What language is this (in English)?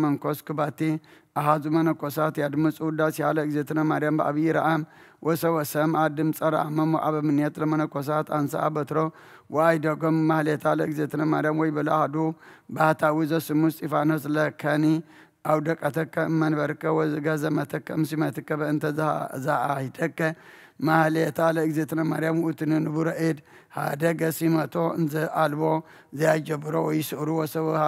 Geez